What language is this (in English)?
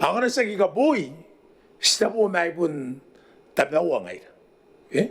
Gilbertese